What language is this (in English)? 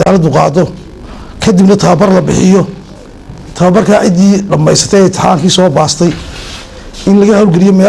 Somali